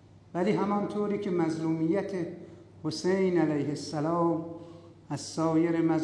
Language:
Persian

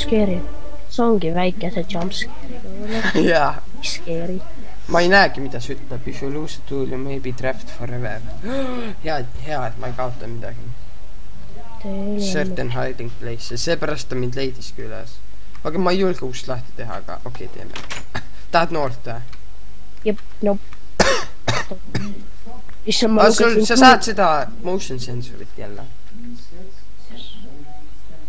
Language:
Estonian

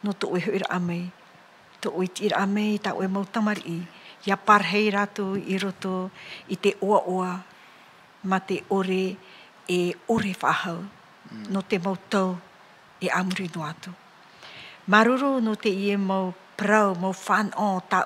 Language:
Tahitian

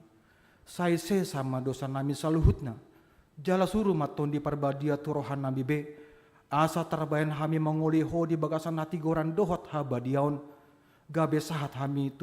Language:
Batak Toba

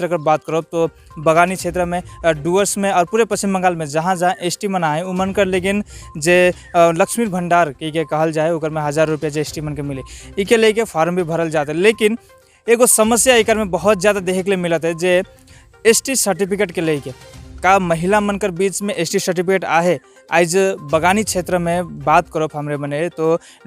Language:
Sadri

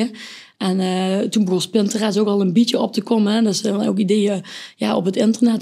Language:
Limburgish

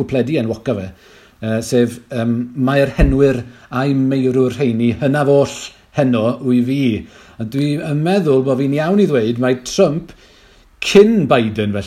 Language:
Welsh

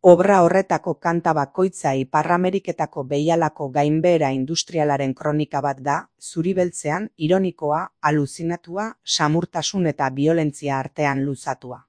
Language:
Basque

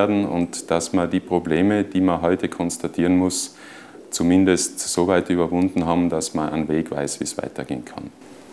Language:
German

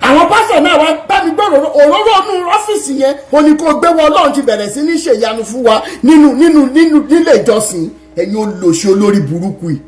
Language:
Yoruba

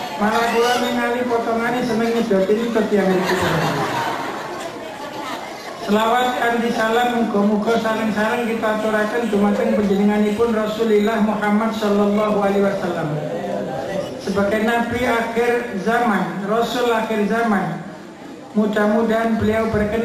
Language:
Javanese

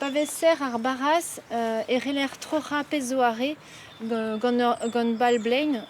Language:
Breton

